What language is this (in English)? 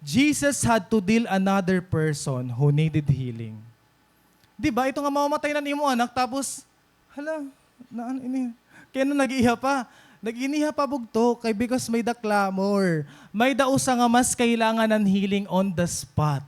Waray